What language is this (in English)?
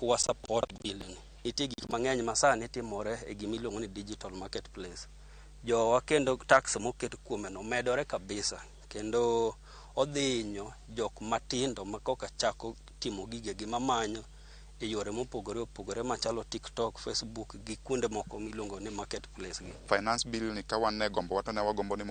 Luo (Kenya and Tanzania)